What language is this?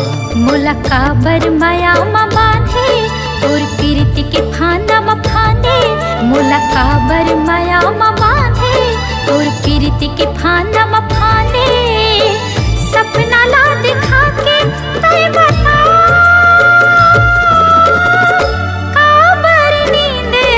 Chhattisgarhi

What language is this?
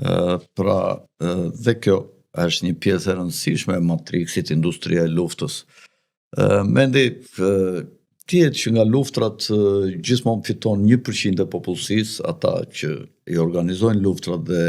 Albanian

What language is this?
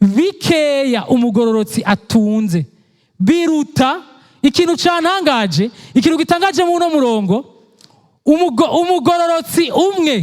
Rundi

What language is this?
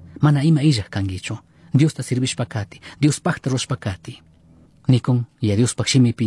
Chimborazo Highland Quichua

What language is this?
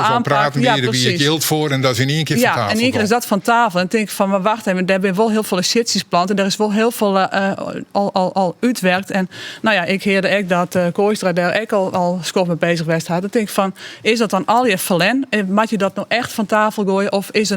Western Frisian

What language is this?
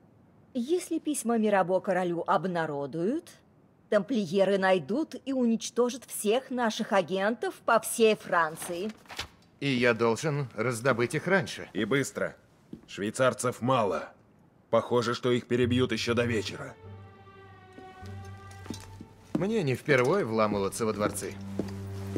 Russian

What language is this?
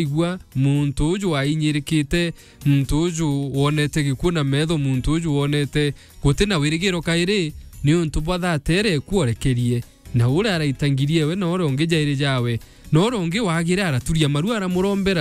Meru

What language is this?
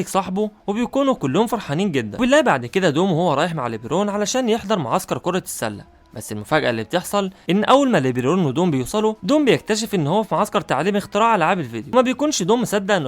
Egyptian Arabic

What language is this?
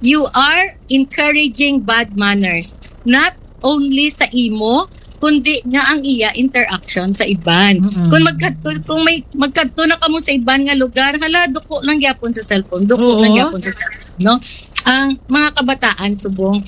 Hiligaynon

